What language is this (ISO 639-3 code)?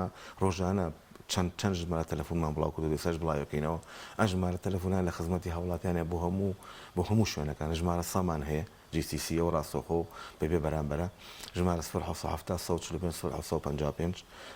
ckb